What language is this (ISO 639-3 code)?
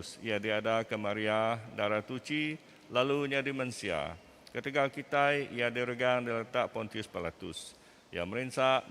iba